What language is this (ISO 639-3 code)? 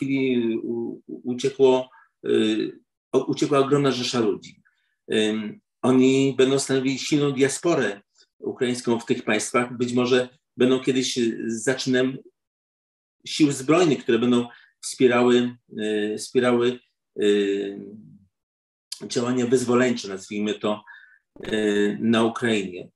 pol